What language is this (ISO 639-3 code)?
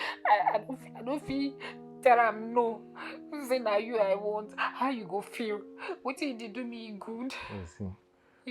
pcm